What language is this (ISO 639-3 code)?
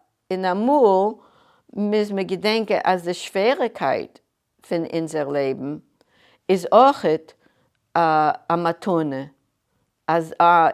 yid